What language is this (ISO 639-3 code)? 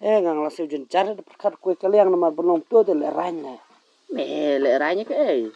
kha